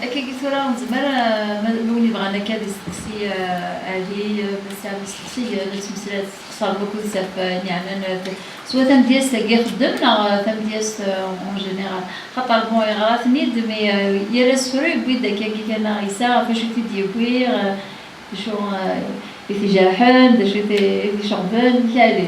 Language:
Kabyle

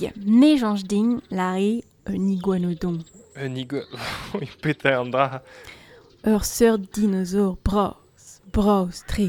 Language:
Breton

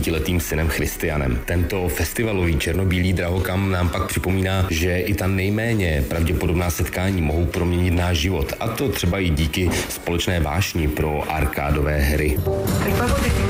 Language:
Czech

